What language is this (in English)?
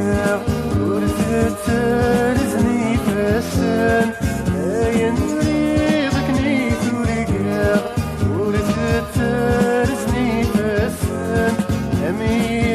Kabyle